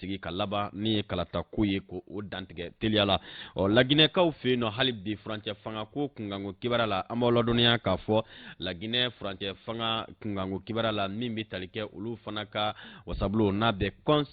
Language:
Bambara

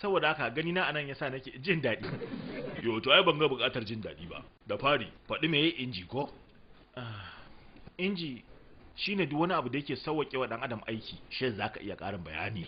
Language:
Hausa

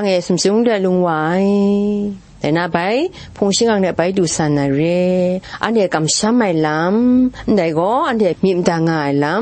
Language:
Kachin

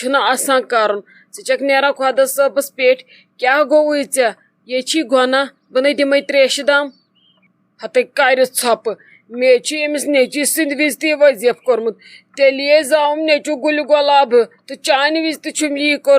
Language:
Kashmiri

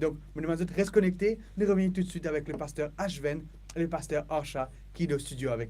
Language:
Morisyen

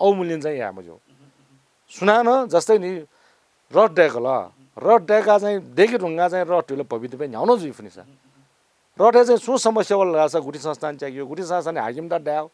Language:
Newari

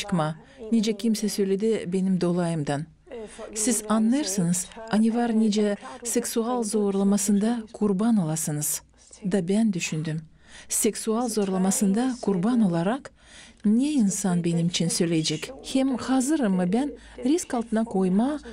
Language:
Gagauz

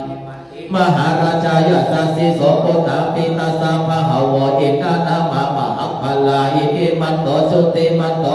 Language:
Pali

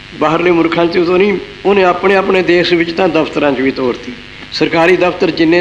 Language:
Punjabi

